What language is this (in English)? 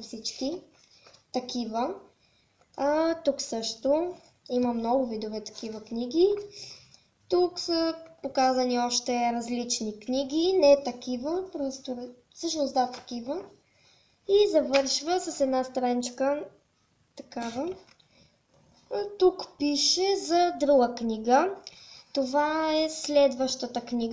Bulgarian